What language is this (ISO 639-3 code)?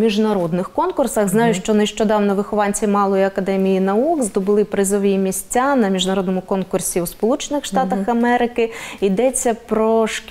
ukr